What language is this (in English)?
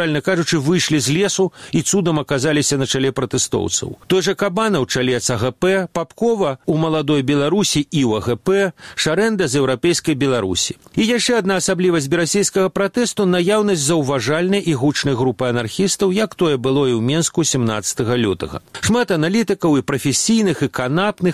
Belarusian